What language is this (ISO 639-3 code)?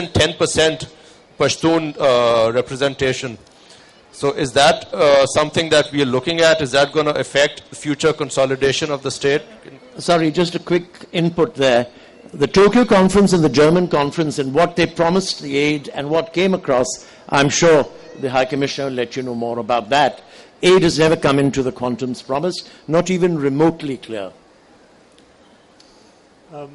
eng